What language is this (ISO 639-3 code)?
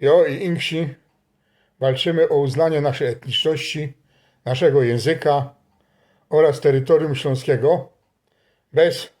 szl